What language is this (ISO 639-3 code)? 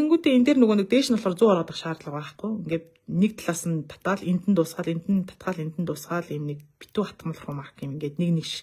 mon